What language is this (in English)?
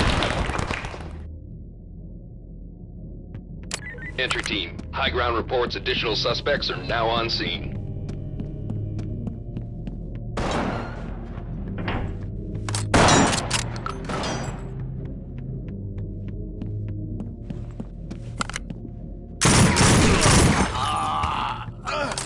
Polish